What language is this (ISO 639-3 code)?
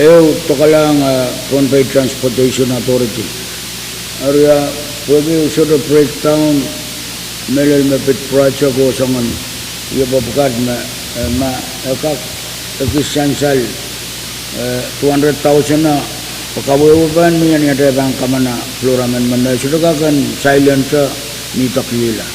pon